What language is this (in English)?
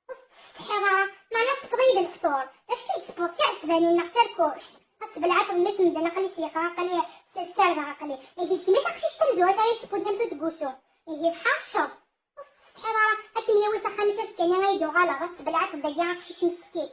Kabyle